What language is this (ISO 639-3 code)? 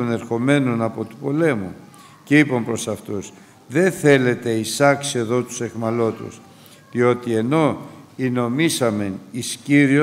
ell